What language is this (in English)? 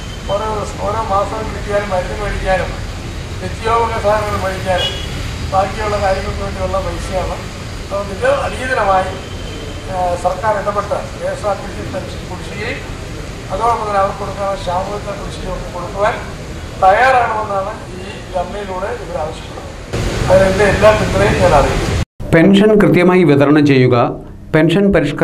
Malayalam